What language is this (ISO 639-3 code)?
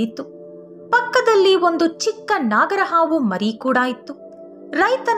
kan